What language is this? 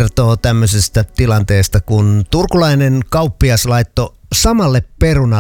Finnish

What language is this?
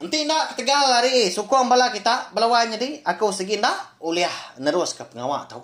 Iban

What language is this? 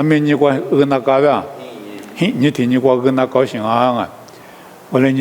Lisu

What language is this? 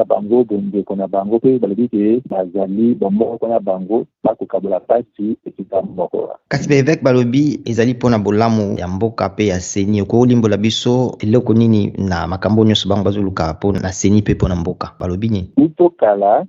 Lingala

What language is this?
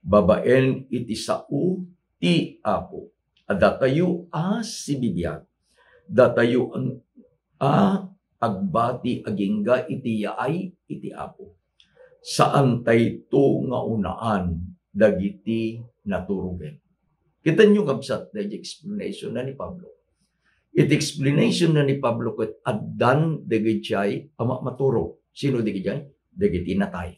Iloko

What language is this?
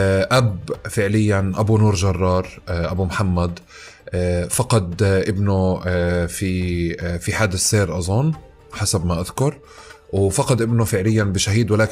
North Levantine Arabic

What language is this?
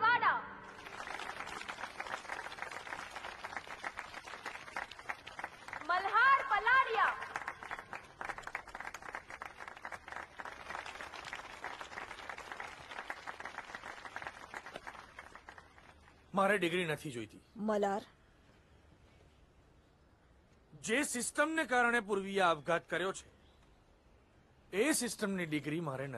Gujarati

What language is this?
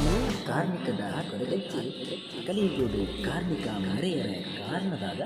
Tulu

